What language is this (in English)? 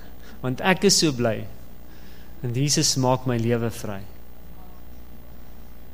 Afrikaans